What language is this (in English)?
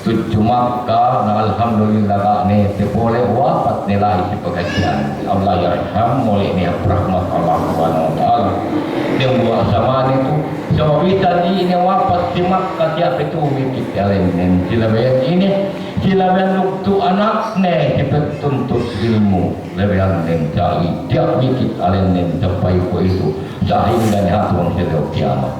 Yakan